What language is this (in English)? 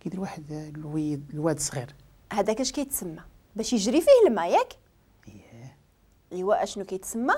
Moroccan Arabic